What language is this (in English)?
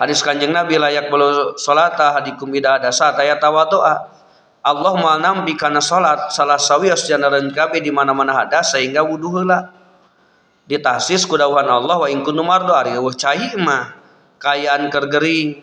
Sundanese